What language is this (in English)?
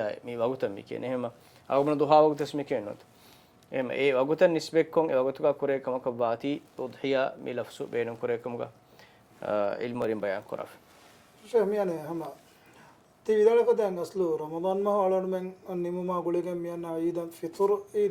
Divehi